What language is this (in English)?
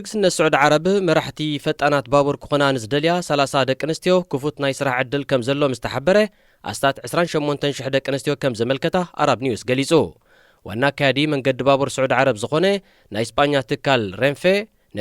Tigrinya